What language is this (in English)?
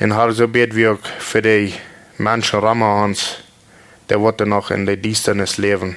Plautdietsch